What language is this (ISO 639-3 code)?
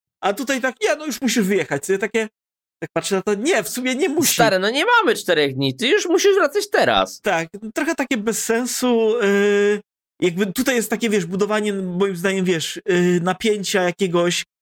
pol